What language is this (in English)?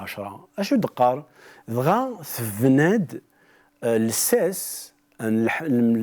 Kabyle